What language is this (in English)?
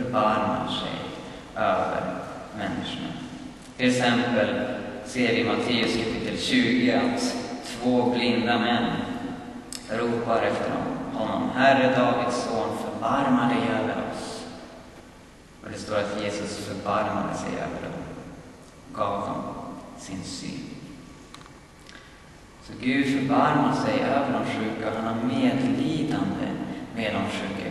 Swedish